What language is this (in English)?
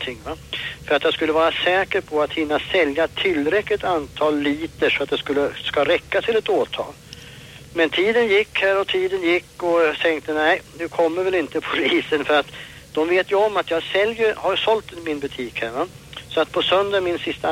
Swedish